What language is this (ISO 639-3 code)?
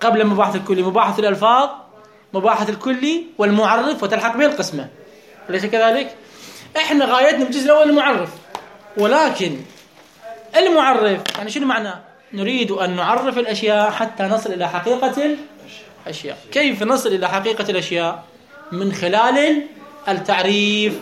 acm